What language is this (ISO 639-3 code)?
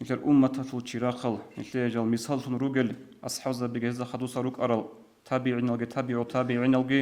ava